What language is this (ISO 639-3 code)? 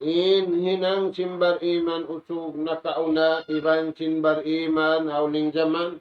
tsg